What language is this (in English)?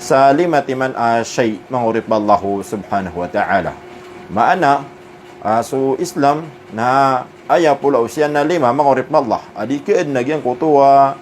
Maranao